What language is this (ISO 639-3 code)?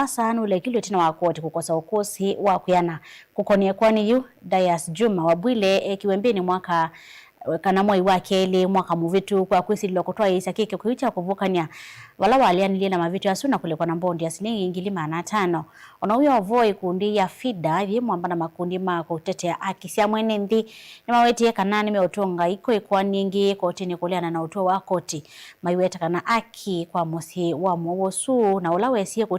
kam